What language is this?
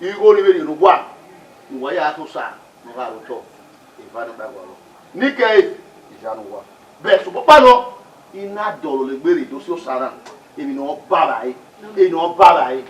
Bini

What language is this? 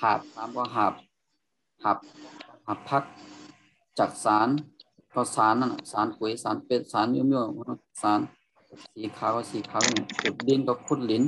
Shan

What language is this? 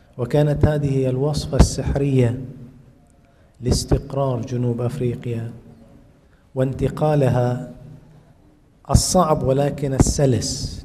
Arabic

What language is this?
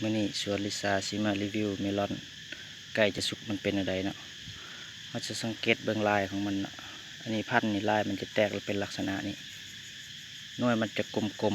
Lao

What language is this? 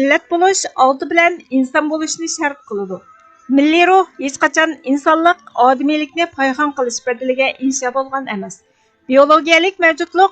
Uyghur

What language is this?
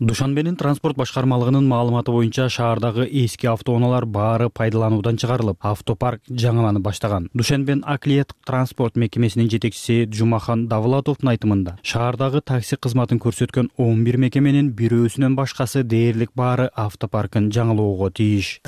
Kyrgyz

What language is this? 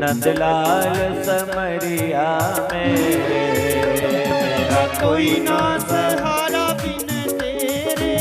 Dogri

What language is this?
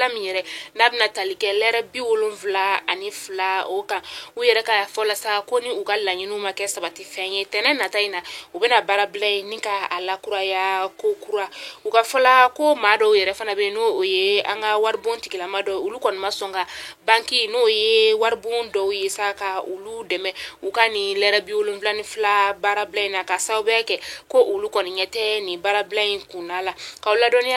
Bambara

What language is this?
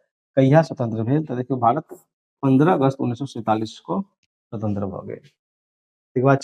Maithili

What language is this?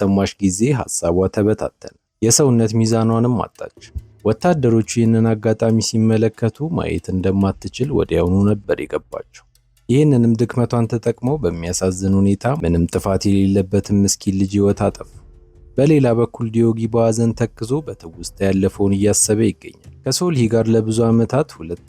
Amharic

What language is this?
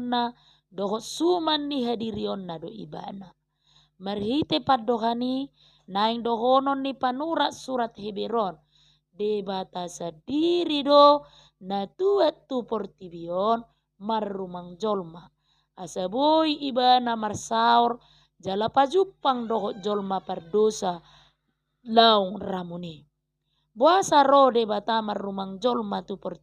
Batak Toba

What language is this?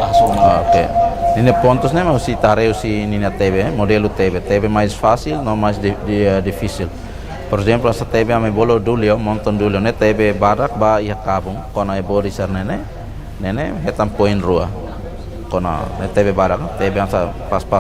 Tetum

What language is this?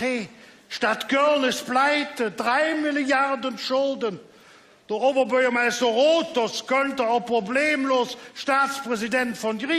Colognian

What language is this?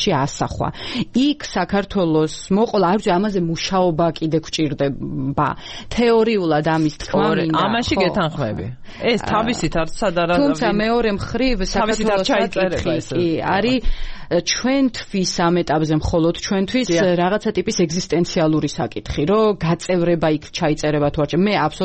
Georgian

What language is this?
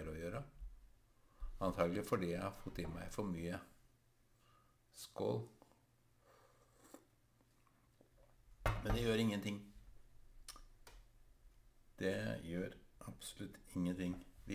Norwegian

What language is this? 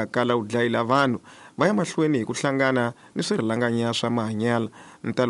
Tsonga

